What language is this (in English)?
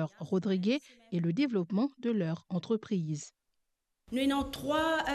Morisyen